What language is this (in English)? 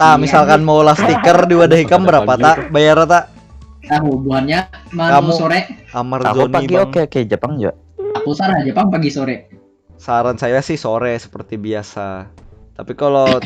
Banjar